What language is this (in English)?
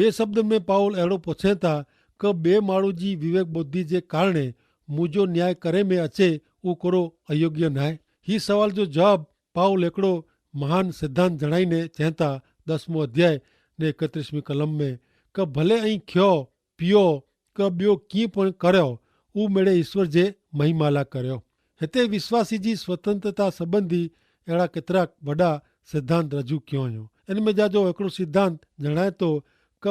Kachhi